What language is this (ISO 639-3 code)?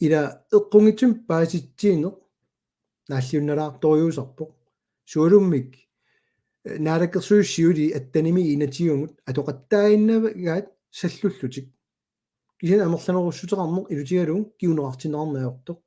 kal